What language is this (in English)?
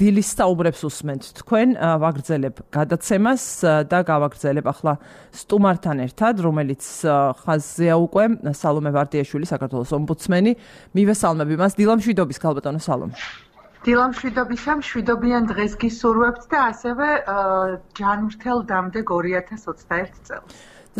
Georgian